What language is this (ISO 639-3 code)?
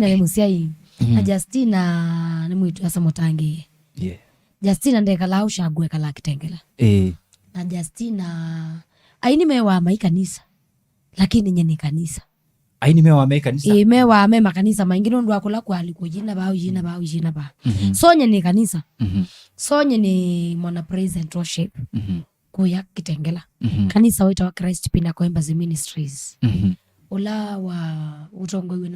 kam